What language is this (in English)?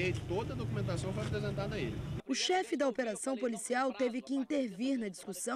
Portuguese